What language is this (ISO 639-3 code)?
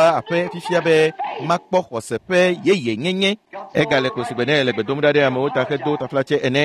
ewe